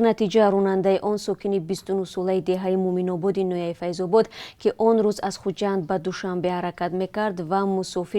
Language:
Tajik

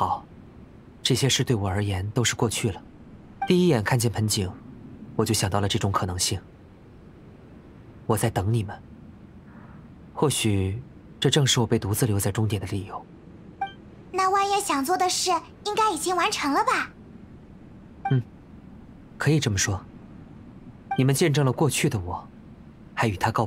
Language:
Chinese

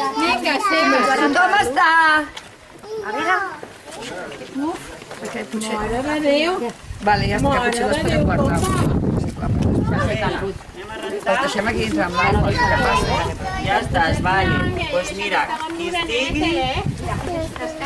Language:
Catalan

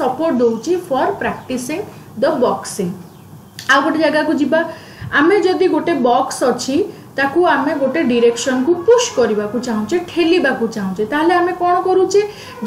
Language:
Odia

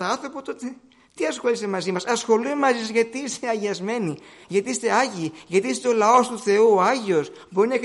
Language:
Greek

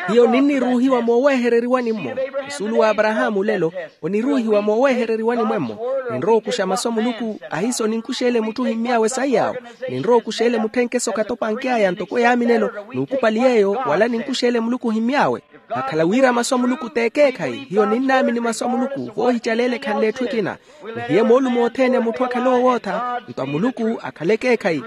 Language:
Makhuwa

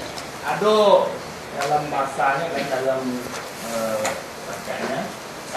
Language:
Minangkabau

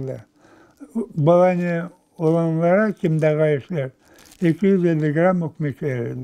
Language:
Crimean Tatar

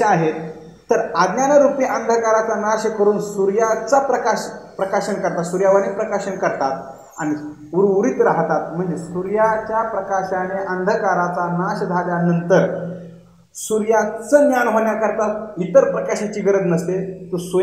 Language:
Marathi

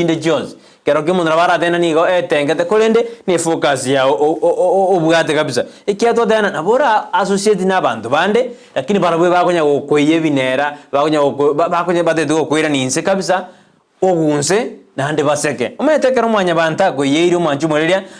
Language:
Gusii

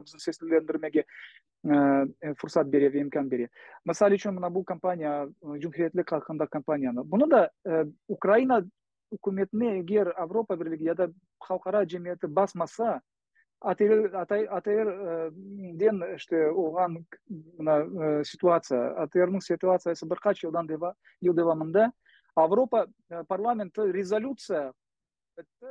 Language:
Crimean Tatar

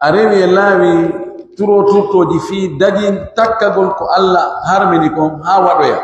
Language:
Pular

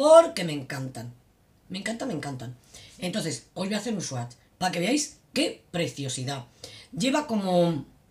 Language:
Spanish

